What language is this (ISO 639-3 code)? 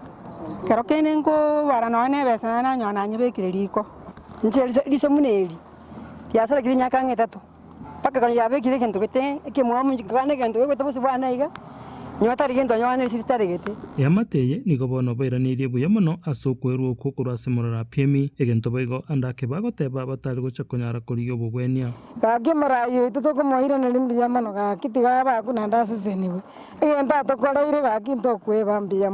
guz